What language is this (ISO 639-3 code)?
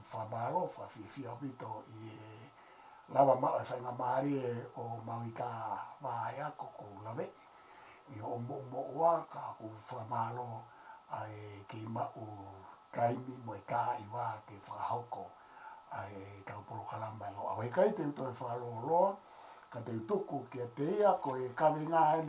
ton